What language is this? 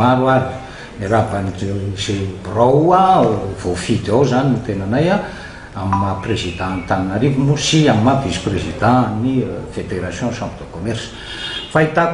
Malagasy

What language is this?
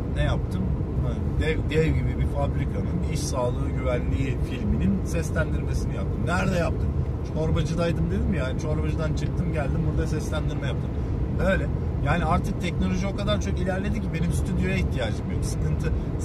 Turkish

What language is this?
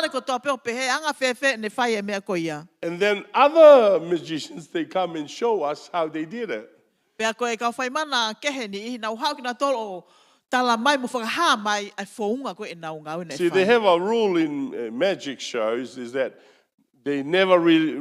Tongan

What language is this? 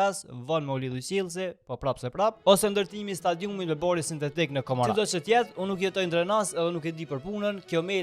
Albanian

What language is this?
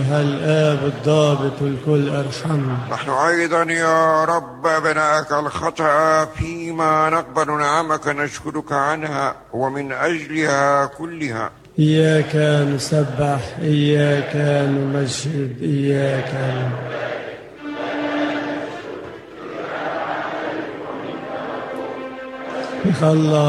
Arabic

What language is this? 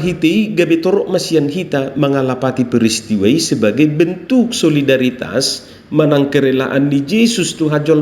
Batak Toba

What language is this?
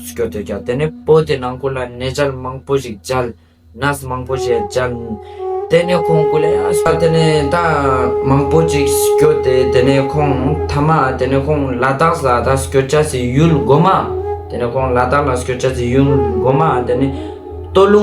Ladakhi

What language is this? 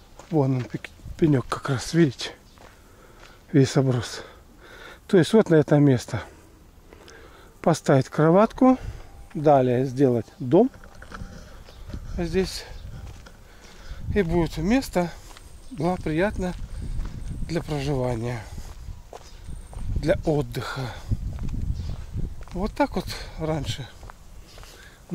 Russian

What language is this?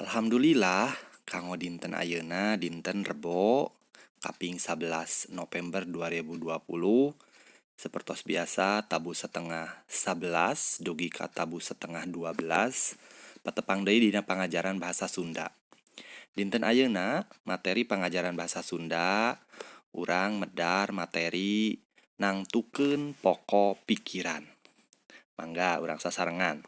Sundanese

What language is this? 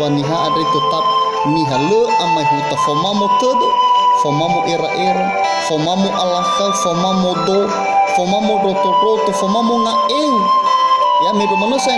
Nias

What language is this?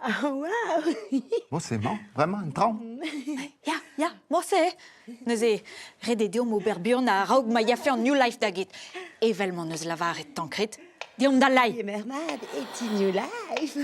Breton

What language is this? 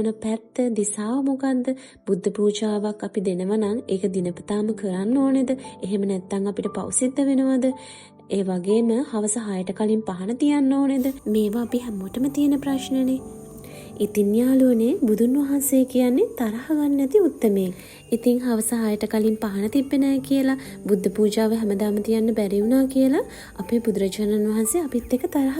Sinhala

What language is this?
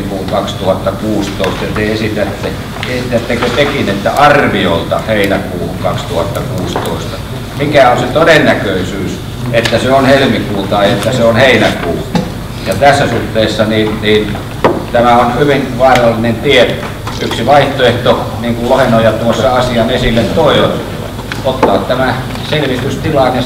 Finnish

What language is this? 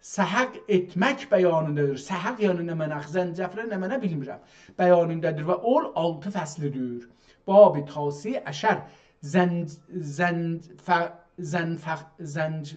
South Azerbaijani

